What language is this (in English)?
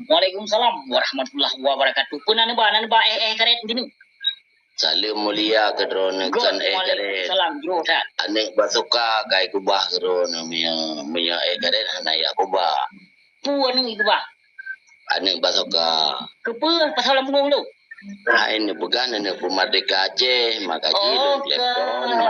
Achinese